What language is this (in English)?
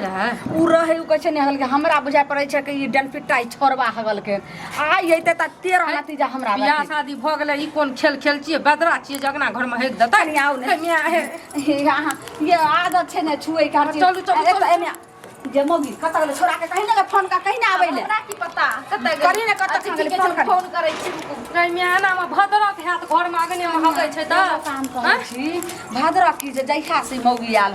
Maithili